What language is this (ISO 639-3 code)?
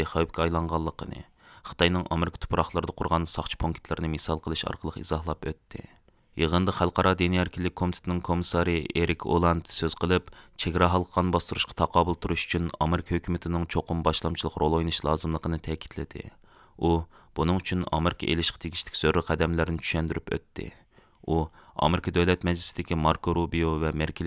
uig